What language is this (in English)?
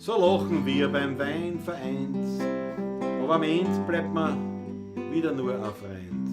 Bavarian